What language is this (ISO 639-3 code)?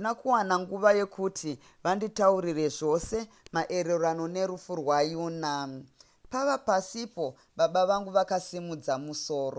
sna